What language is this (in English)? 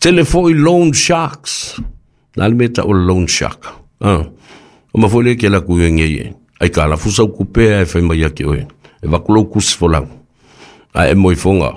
Samoan